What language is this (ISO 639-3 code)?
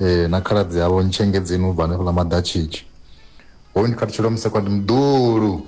ven